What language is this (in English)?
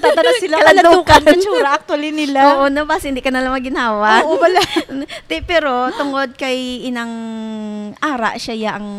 Hiligaynon